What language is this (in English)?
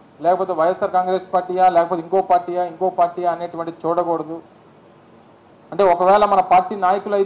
Telugu